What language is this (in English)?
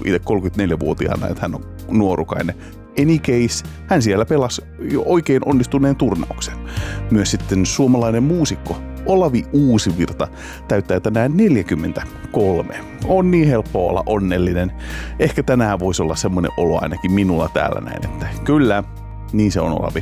Finnish